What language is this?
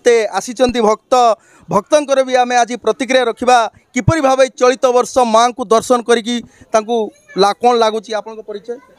Odia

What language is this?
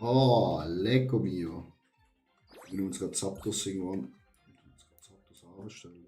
Swiss German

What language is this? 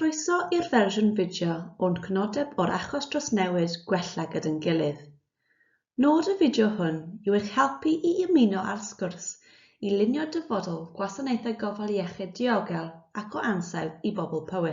Welsh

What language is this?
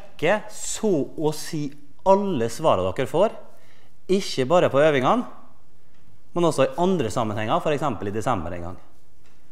Norwegian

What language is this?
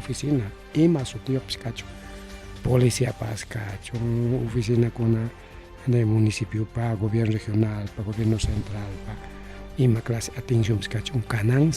Ayacucho Quechua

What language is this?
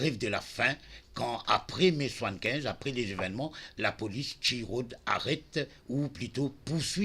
Morisyen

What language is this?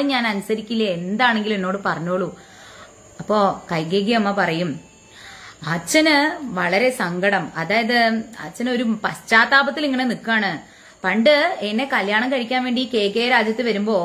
Malayalam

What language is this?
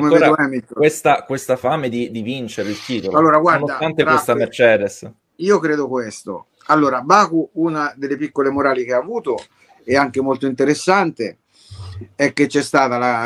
Italian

